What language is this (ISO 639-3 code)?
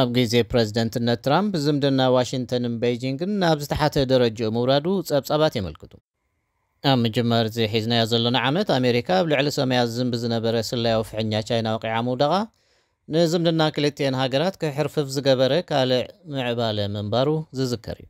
tir